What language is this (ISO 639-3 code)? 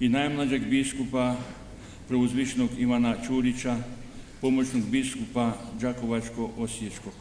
rue